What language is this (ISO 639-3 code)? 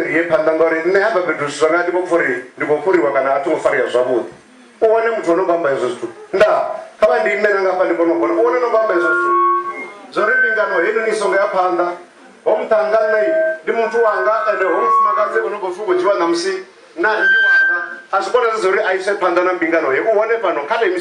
ven